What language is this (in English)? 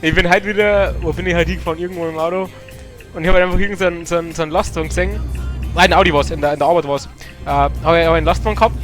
Bavarian